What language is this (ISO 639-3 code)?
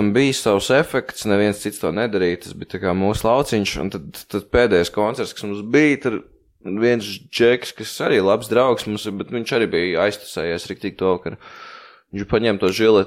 lav